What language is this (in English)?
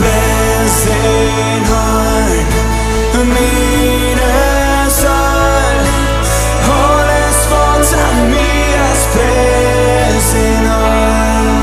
Plautdietsch